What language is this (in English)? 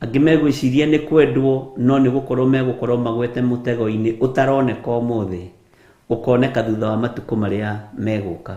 Kikuyu